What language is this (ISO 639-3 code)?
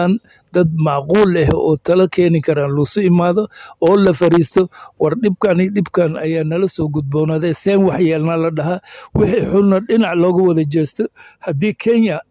som